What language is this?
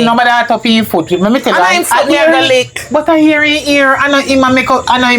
Jamaican Creole English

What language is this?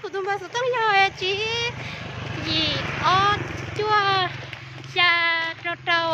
Hmong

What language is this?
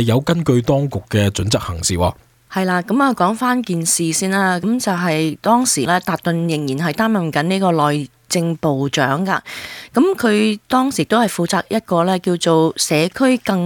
Cantonese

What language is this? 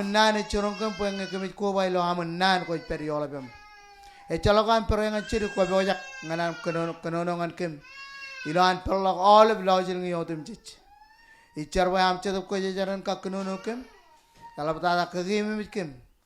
Marshallese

